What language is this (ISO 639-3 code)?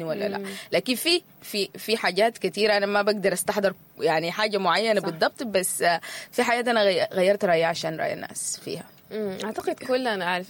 apd